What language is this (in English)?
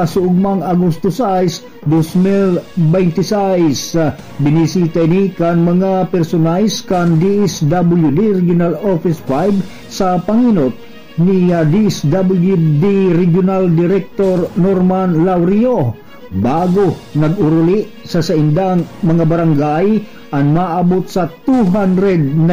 Bikol